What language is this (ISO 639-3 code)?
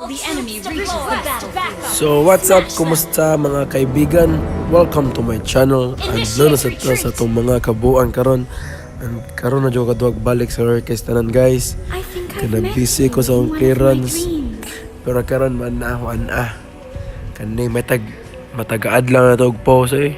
ceb